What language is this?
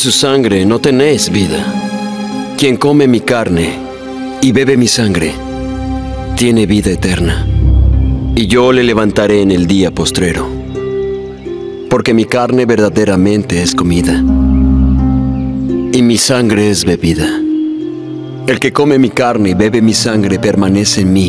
Spanish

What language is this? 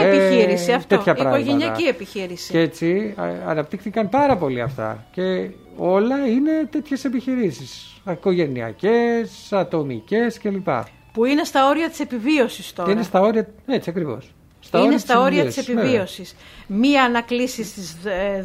Greek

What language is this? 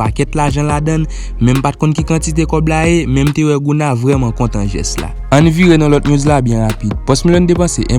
Haitian Creole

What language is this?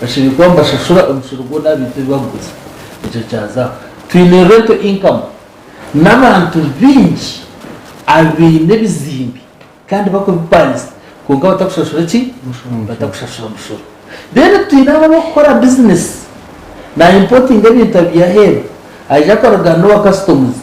Nyankole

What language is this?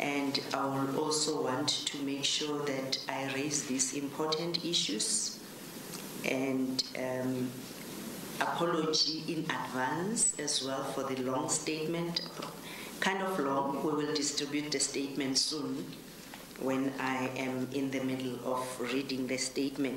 English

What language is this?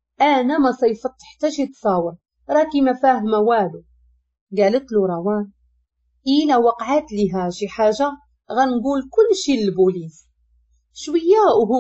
Moroccan Arabic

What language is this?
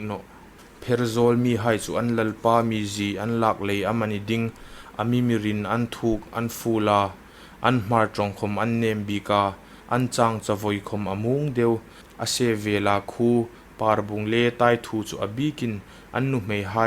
Hmar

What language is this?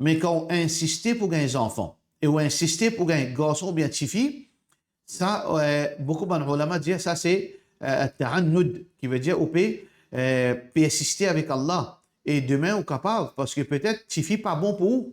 Morisyen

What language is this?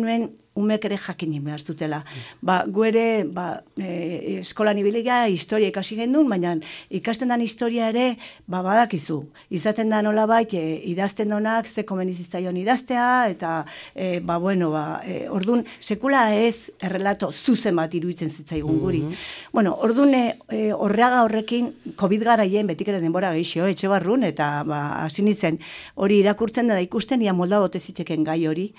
Basque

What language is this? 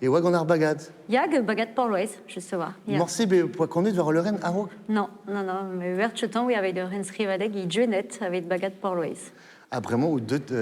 Breton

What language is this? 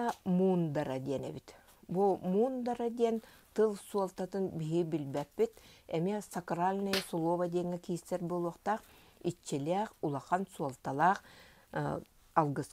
Yakut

